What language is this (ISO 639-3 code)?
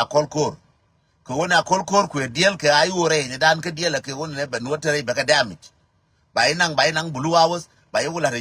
nus